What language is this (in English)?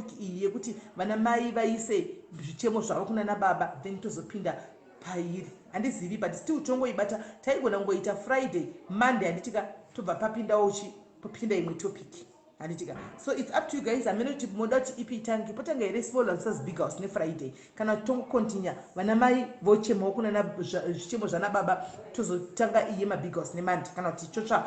Shona